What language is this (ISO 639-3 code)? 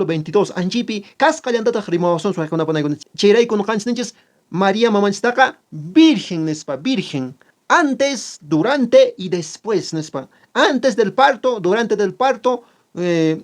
que